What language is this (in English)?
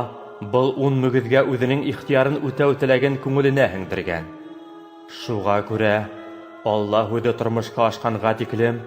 Bashkir